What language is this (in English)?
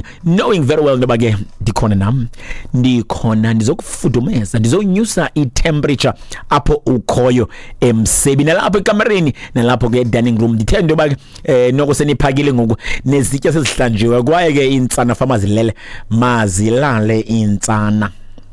Xhosa